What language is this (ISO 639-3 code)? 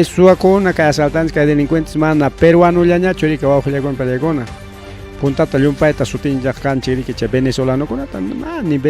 quy